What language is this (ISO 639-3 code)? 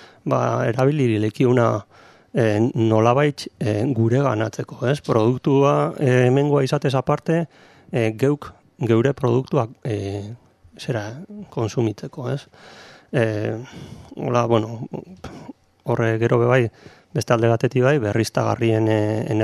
eus